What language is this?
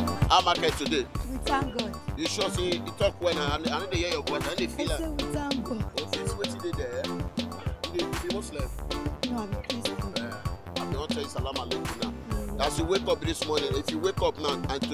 Nigerian Pidgin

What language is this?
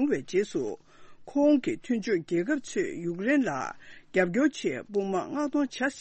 Tibetan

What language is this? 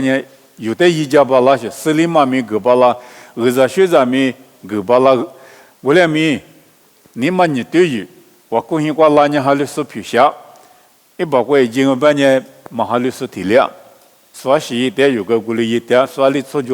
Lisu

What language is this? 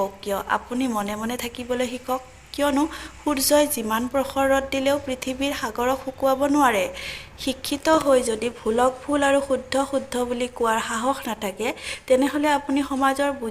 Assamese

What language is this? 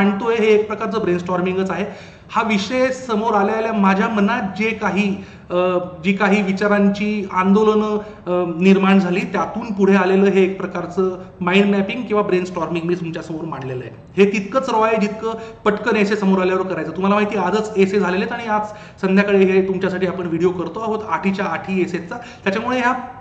Marathi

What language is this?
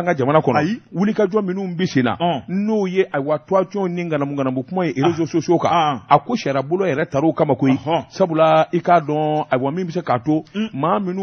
Bambara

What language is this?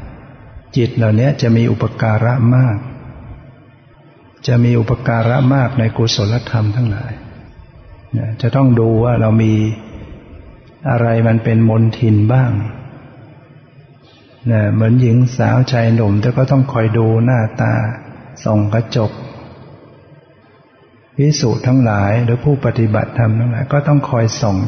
Thai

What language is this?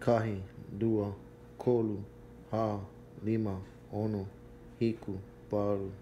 Hawaiian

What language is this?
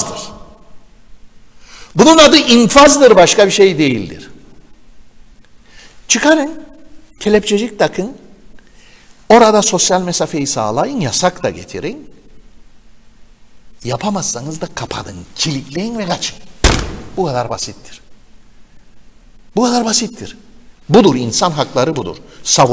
Turkish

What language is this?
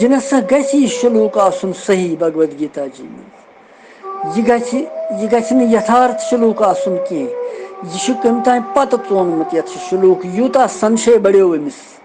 Kashmiri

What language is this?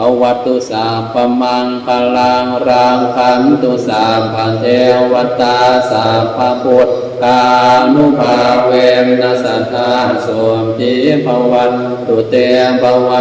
Pali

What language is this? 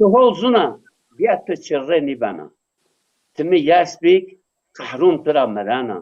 Zaza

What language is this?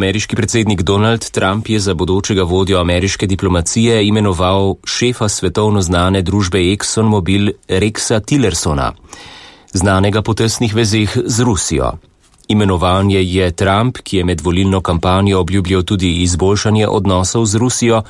Slovenian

